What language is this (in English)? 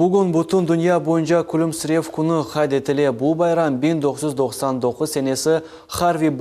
Crimean Tatar